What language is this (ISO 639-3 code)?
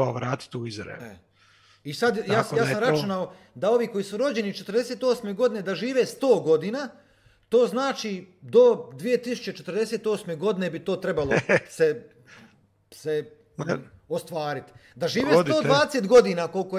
hrv